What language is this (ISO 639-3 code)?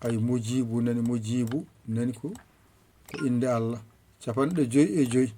ful